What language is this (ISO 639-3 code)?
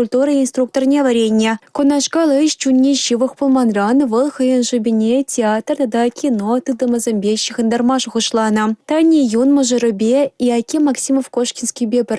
chv